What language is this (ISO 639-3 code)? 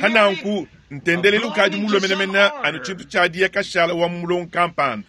lua